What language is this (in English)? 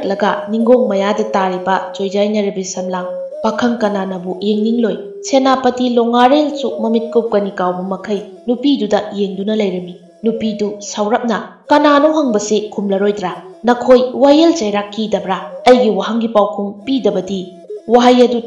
Manipuri